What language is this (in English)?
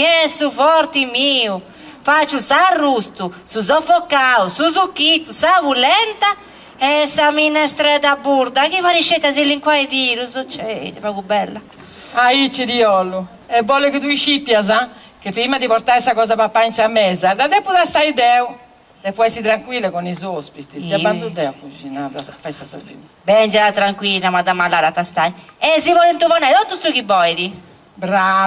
Sardinian